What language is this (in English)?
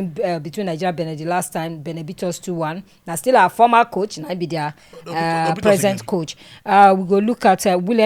Nigerian Pidgin